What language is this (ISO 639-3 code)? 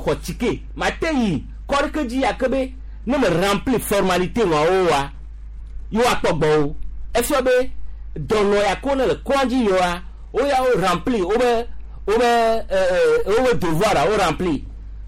gej